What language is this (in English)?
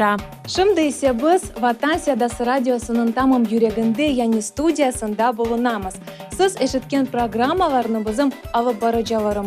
Crimean Tatar